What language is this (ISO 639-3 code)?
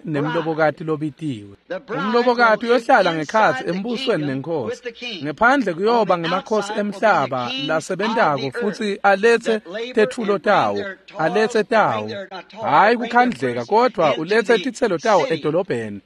ssw